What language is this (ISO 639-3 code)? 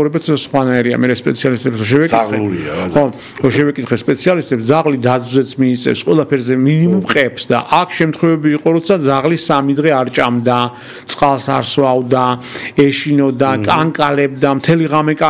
kat